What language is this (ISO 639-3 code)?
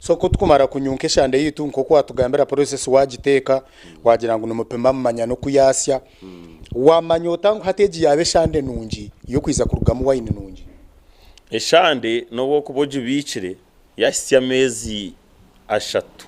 nyn